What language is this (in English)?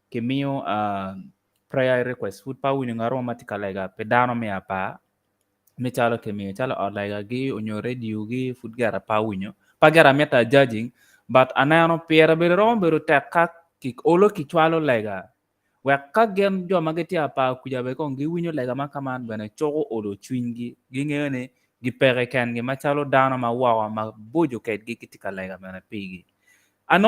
Acoli